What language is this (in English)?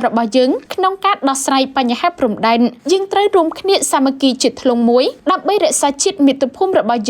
Khmer